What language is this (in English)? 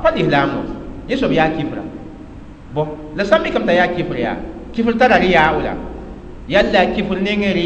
Mossi